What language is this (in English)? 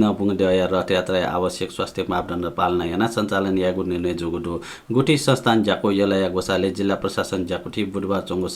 Newari